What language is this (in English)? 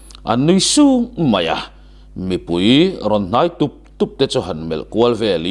Mizo